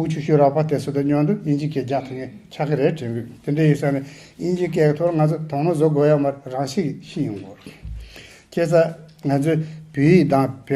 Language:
Tibetan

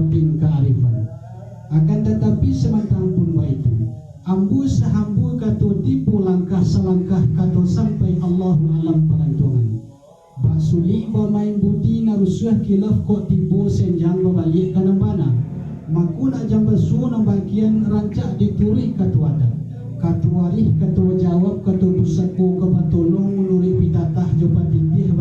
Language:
Minangkabau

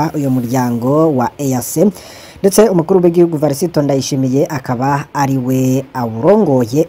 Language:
Rundi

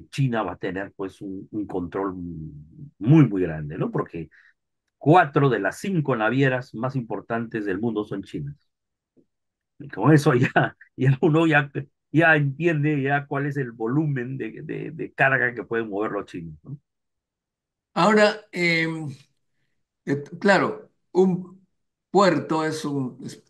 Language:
Spanish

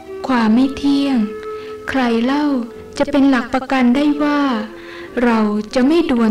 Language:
Thai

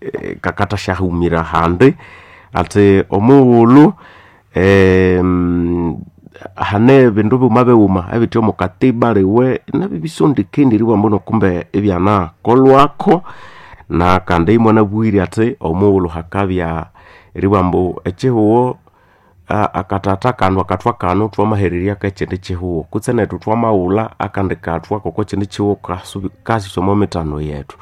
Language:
Nande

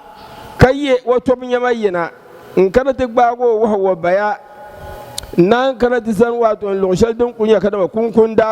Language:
Dagbani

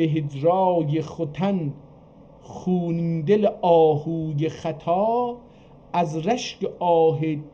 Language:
South Azerbaijani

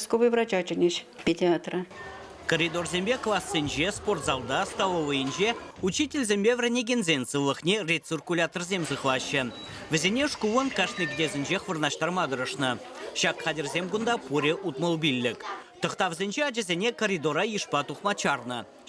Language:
Chuvash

